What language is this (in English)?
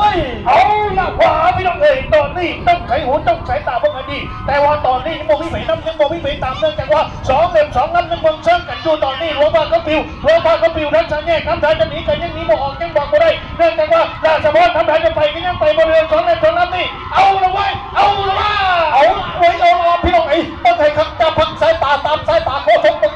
Lao